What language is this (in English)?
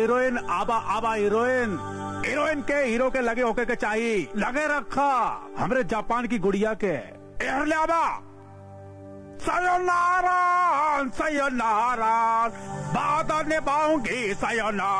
Bhojpuri